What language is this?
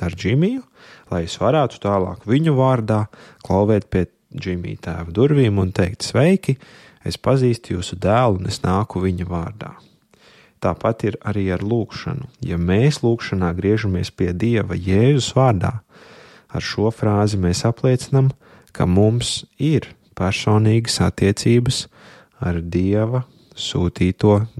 Latvian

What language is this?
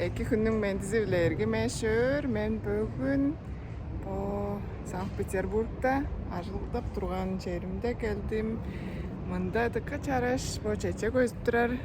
Tuvinian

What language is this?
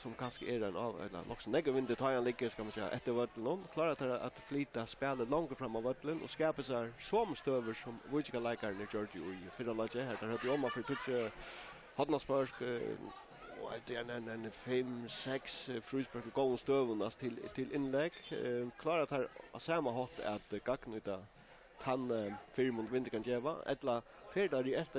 Faroese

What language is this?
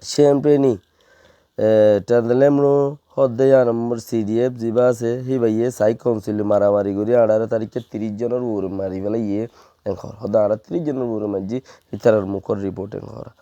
Rohingya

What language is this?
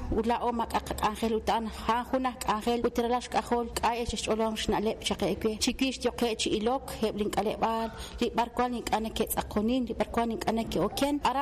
Kekchí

